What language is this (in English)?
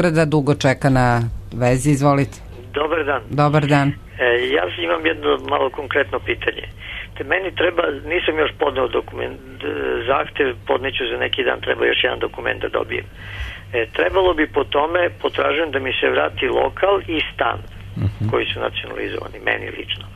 Serbian